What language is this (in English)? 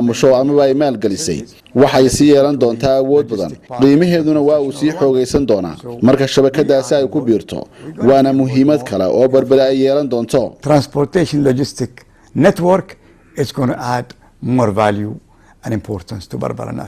Somali